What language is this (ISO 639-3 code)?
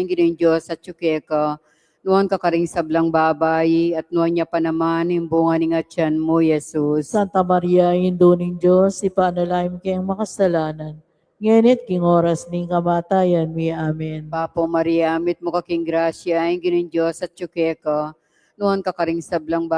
pam